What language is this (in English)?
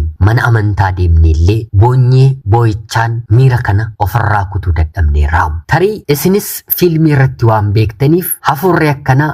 Oromo